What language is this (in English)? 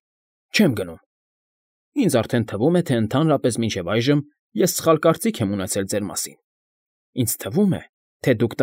Armenian